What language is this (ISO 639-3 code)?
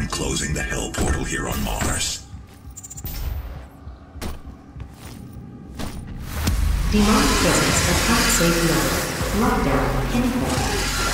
eng